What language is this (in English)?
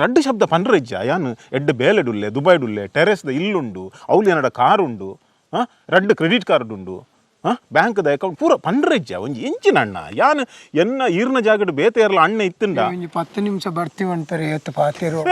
Tulu